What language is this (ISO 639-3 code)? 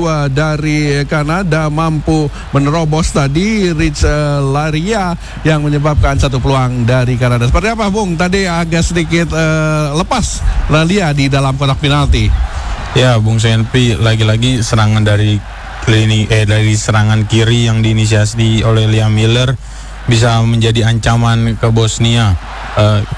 ind